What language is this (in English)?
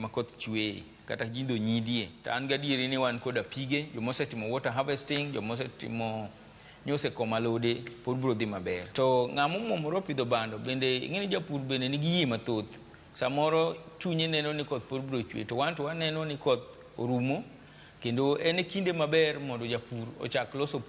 Luo (Kenya and Tanzania)